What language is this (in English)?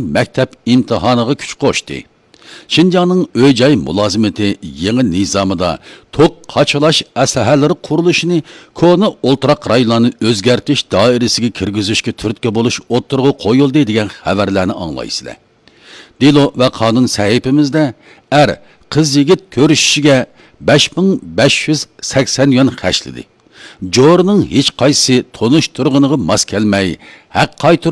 Uyghur